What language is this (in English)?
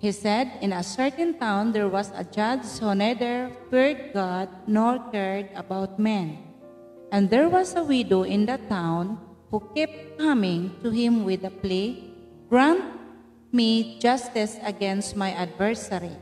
Waray